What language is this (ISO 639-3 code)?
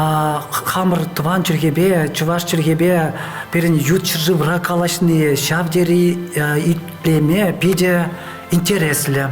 chv